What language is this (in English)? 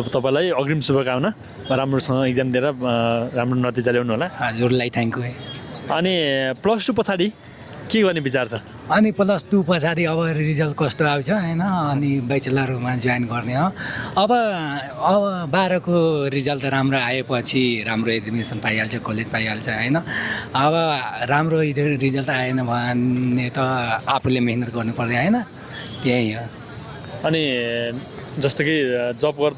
Nepali